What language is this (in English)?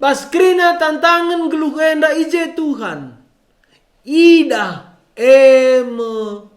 Batak Karo